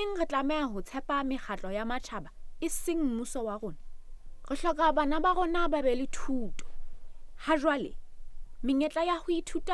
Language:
Southern Sotho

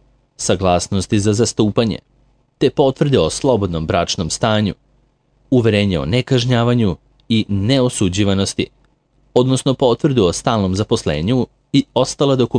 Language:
Serbian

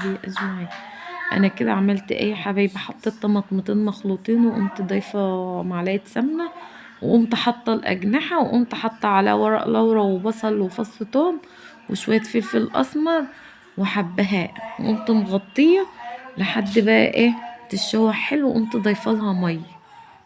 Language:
Egyptian Arabic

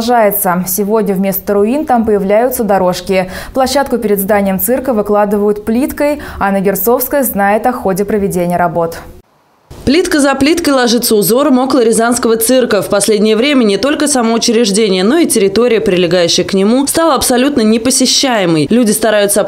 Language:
Russian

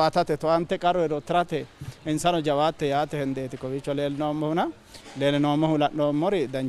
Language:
Sidamo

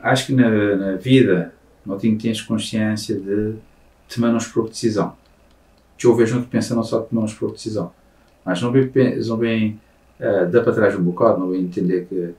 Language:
Kabuverdianu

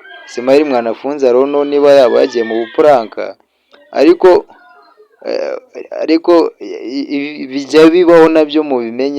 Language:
Kinyarwanda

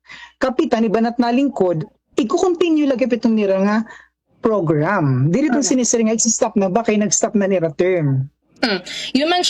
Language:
Waray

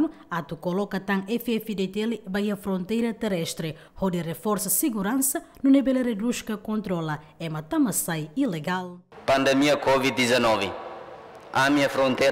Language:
Tetum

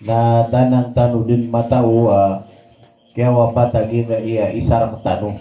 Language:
Maranao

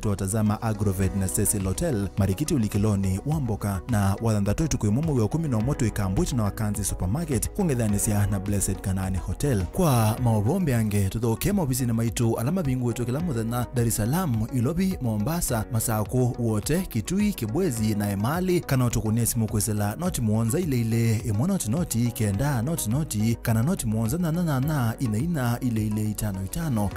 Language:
Kamba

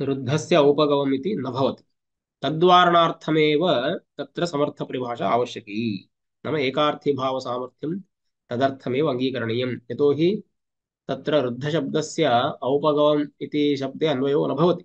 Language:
Sanskrit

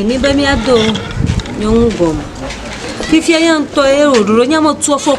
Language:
Ewe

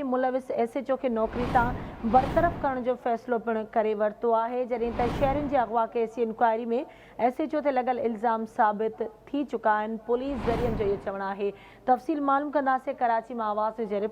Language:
Sindhi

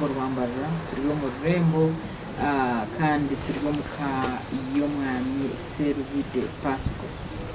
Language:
Nyankole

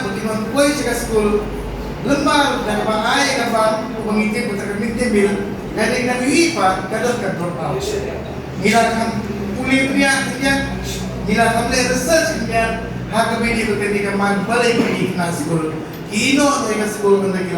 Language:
Khasi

